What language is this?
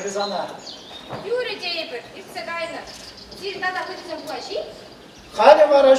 Chuvash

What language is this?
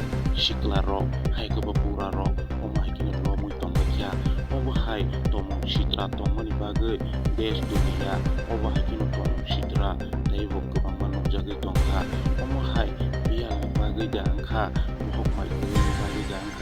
Kok Borok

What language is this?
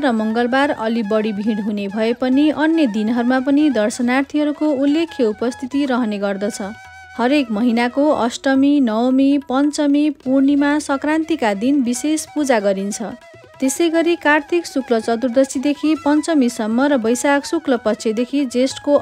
Nepali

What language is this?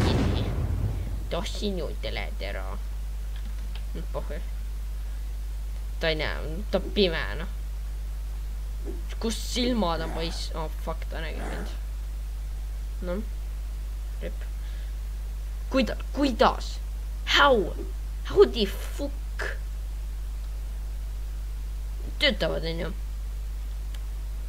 Estonian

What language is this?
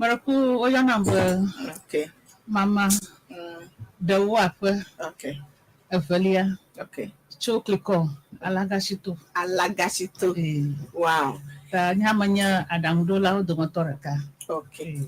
Ewe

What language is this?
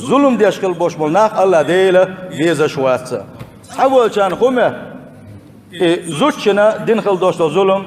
Chechen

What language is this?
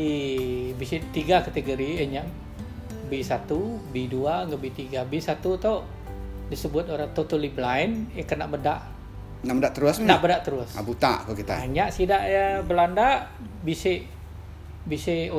Iban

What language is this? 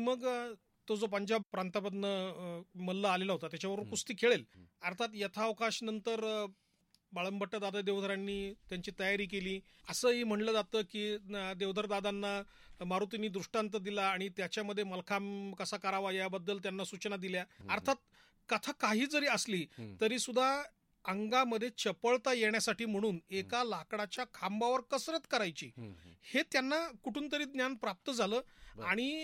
Marathi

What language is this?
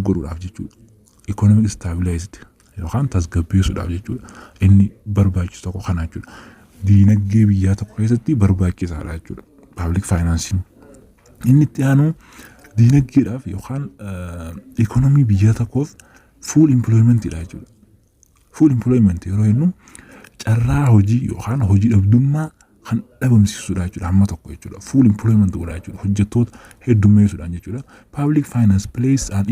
Oromo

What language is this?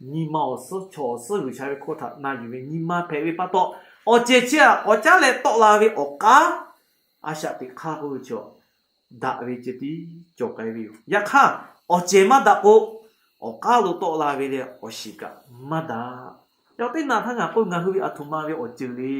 Lahu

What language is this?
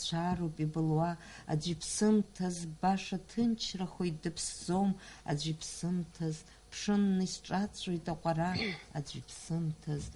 Abkhazian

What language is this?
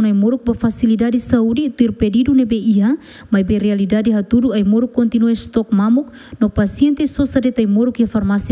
Tetum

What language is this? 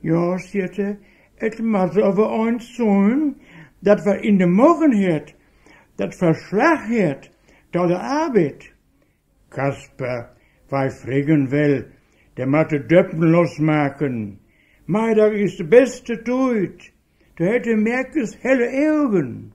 Westphalien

